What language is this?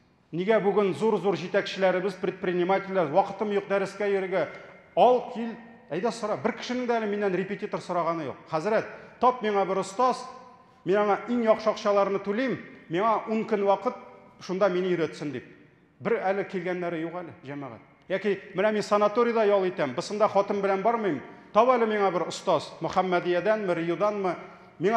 Tatar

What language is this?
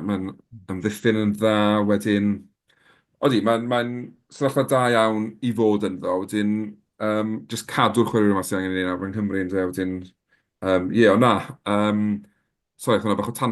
Welsh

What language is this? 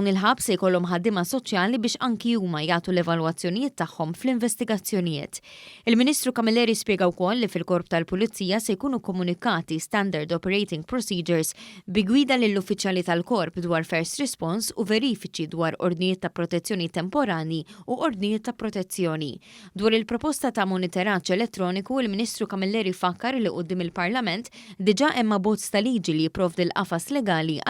Maltese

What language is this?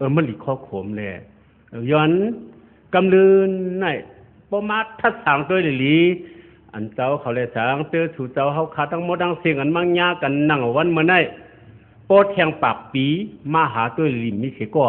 Shan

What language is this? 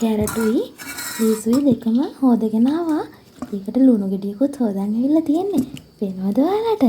Sinhala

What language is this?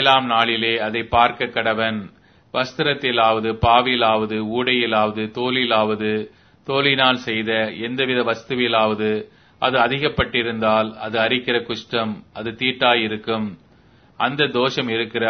Tamil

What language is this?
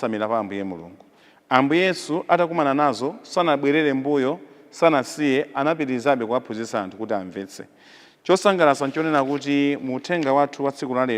Nyanja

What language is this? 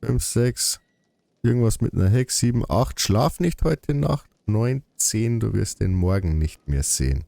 Bavarian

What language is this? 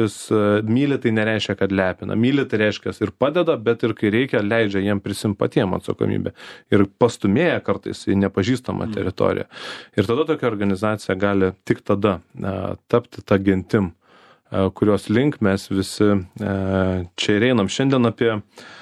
Lithuanian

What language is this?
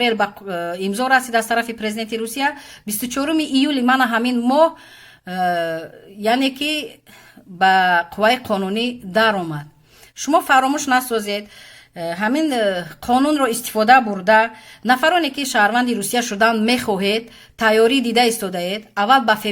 Tajik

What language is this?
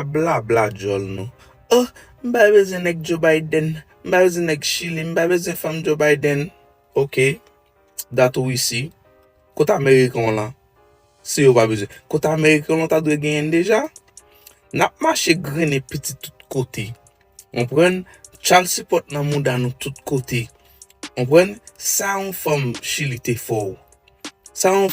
Haitian Creole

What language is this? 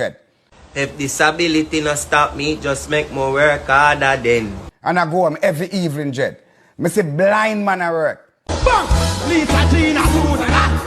Jamaican Creole English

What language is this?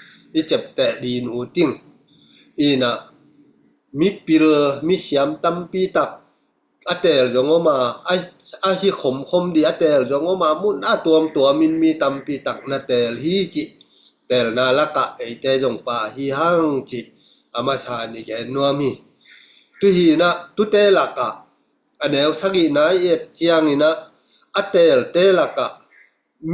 Tedim Chin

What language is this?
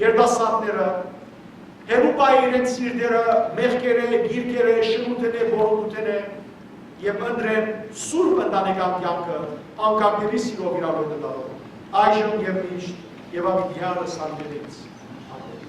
Western Armenian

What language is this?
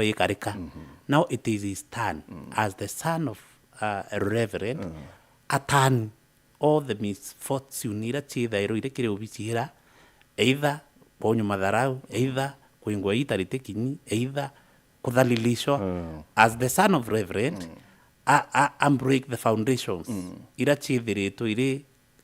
Meru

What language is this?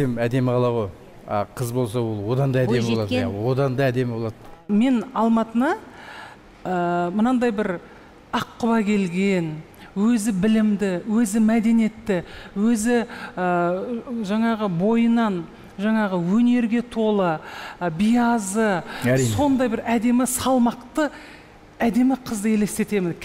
Kazakh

